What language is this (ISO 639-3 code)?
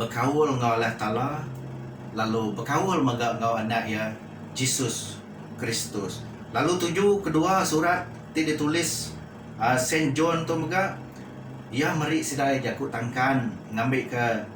iba